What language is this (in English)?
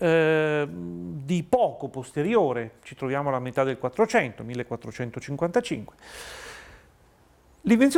Italian